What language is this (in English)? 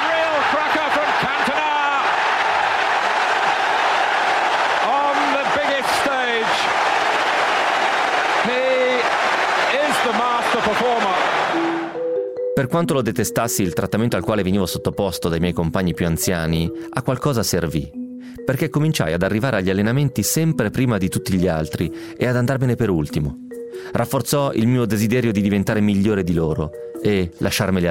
Italian